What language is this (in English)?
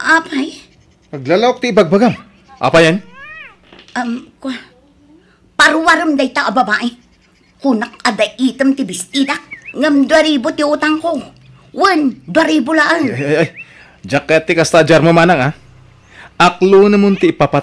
Iloko